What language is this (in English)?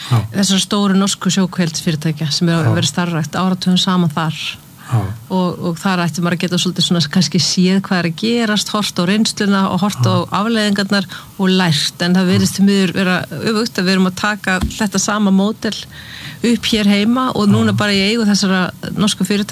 Icelandic